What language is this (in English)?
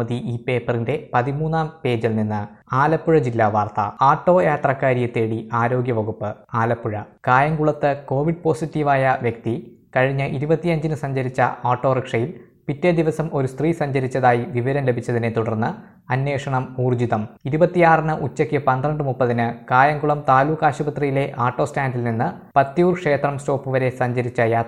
Malayalam